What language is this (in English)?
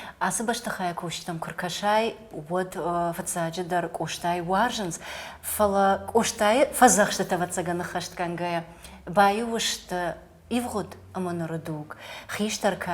Ossetic